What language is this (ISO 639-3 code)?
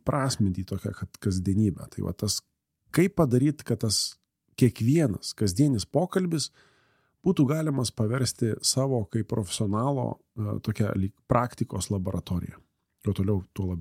lit